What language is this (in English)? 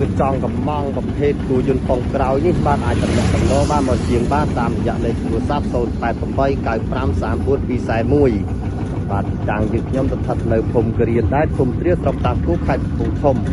Khmer